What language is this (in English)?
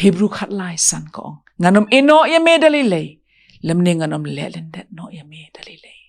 Khasi